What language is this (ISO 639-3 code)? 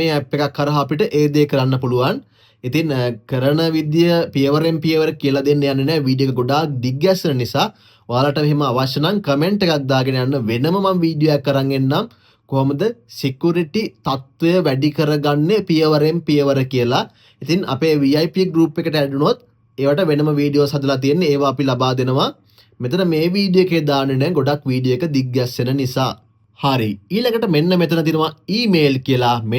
sin